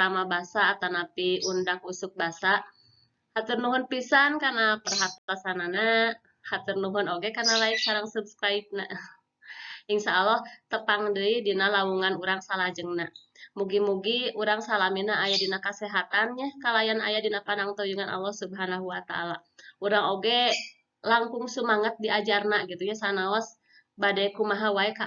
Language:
Sundanese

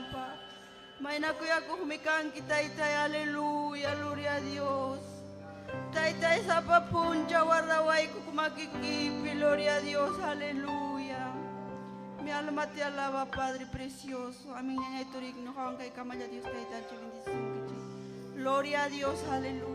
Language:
Ayacucho Quechua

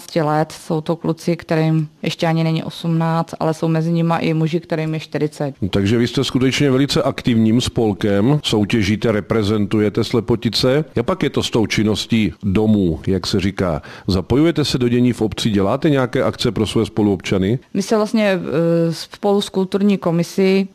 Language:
Czech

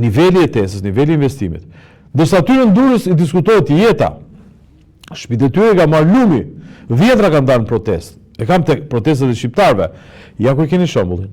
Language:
Albanian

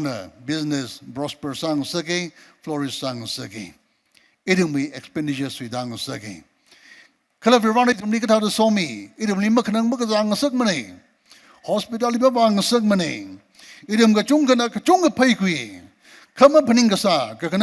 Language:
Tangkhul Naga (India)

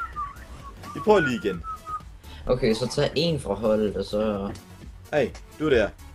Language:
Danish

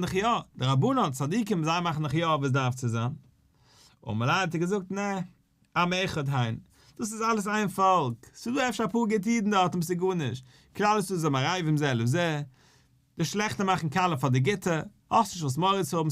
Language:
Yiddish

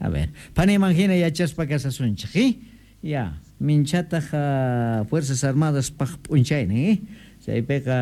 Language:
South Bolivian Quechua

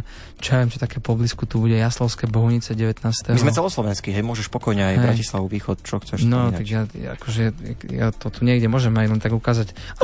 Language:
Slovak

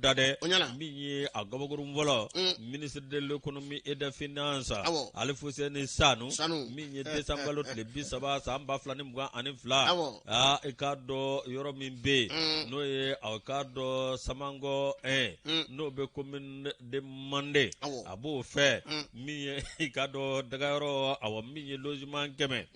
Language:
Bambara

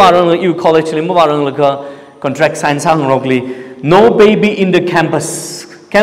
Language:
Tangkhul Naga (India)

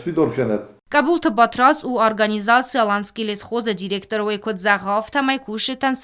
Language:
Ossetic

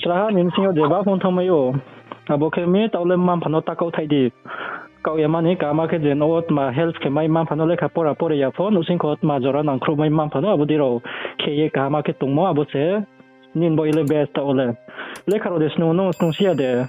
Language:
Riang (India)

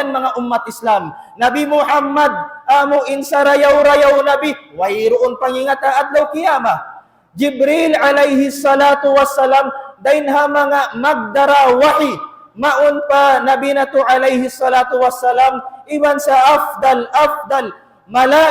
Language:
Tausug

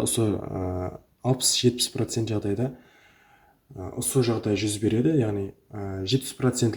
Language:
Kara-Kalpak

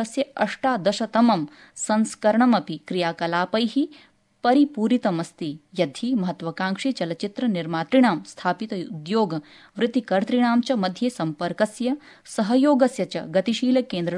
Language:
Sanskrit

